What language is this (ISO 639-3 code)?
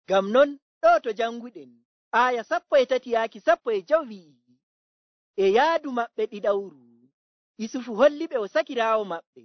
fuv